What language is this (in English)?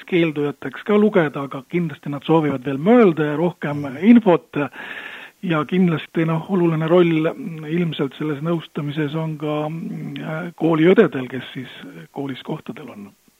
Estonian